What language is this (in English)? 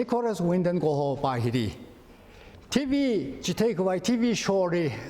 Tangkhul Naga (India)